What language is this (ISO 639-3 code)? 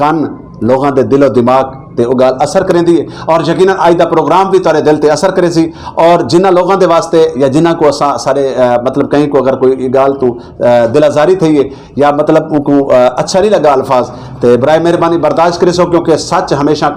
lah